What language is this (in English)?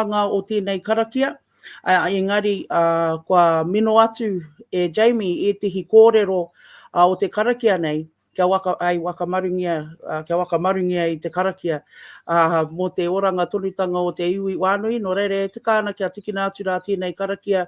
Māori